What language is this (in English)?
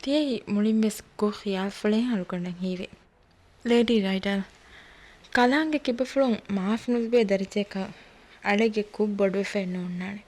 Divehi